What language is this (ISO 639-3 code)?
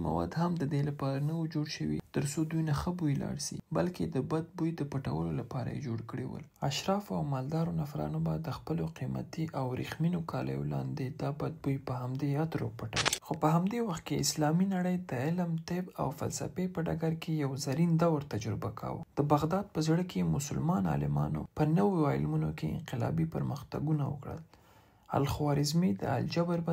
pus